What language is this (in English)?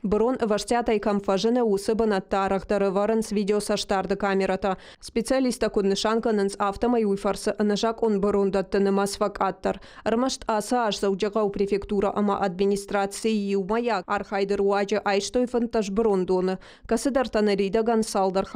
Ossetic